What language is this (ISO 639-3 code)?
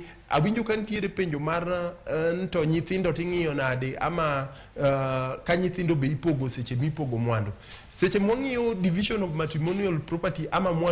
luo